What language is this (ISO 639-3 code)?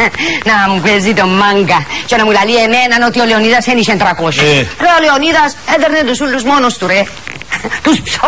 ell